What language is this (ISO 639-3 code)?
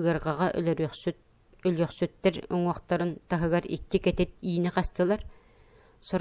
sah